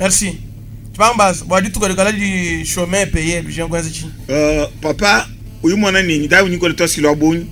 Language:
Luba-Lulua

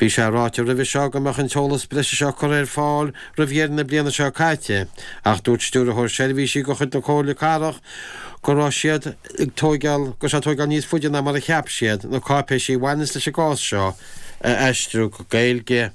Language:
Irish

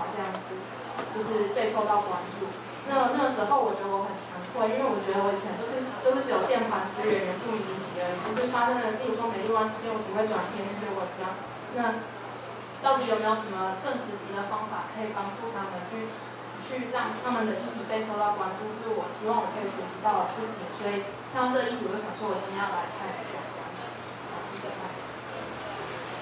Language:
Chinese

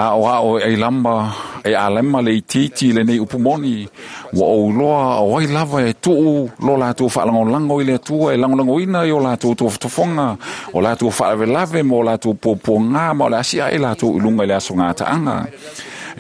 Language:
Samoan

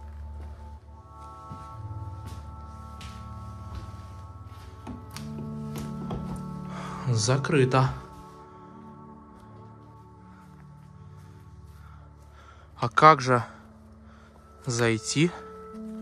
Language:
Russian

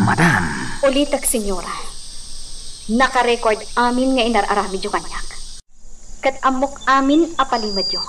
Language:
Iloko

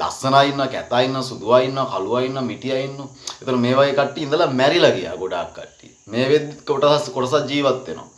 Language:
Sinhala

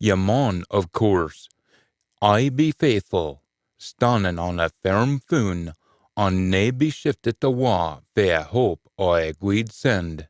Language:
Scots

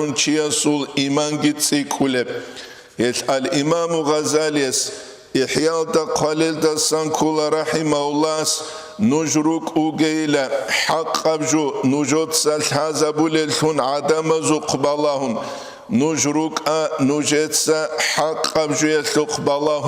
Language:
Avaric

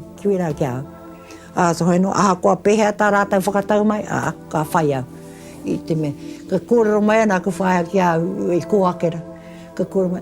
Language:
Māori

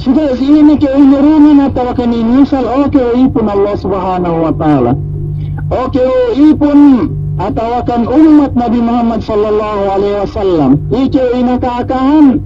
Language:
Yakan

